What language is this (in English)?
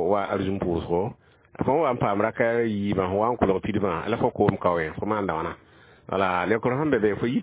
Mossi